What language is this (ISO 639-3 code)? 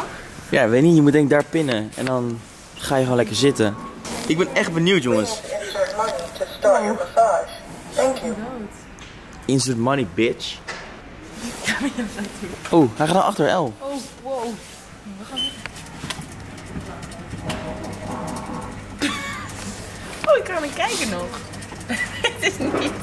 nld